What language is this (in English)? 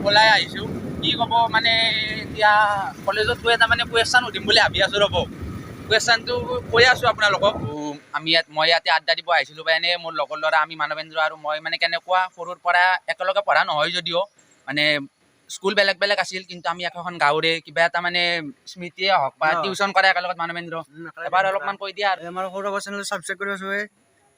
Assamese